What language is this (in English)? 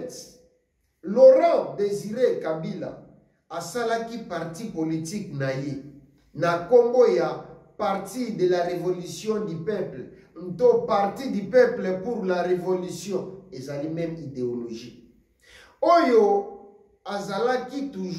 Lingala